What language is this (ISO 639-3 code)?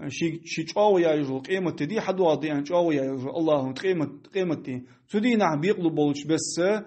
inh